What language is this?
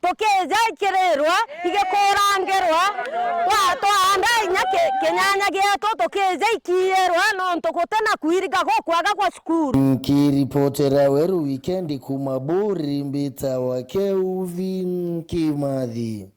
Meru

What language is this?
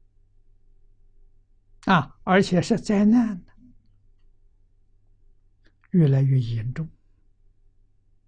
Chinese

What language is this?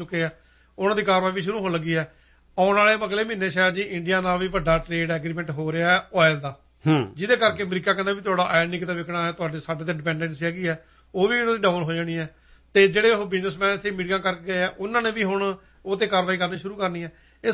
Punjabi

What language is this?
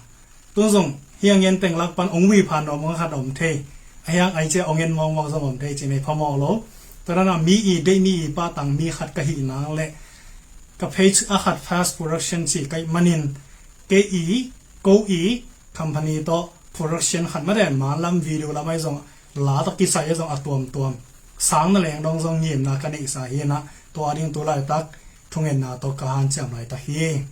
Tedim Chin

